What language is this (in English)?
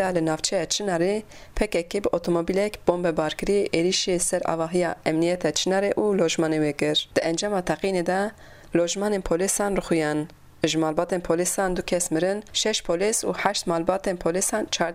Kurdish